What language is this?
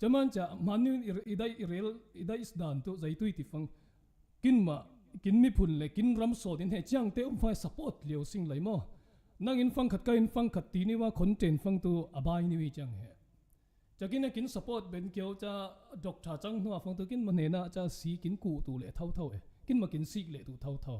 Falam Chin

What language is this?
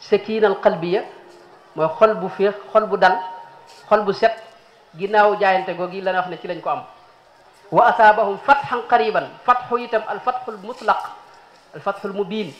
Wolof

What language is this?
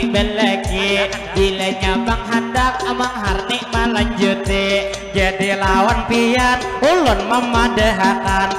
Banjar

